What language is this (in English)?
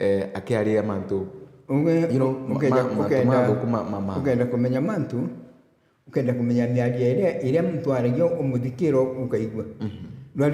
Meru